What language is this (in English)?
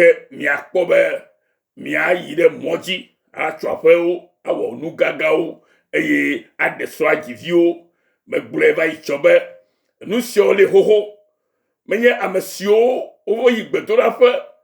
Ewe